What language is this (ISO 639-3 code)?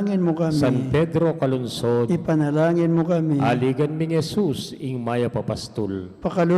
pam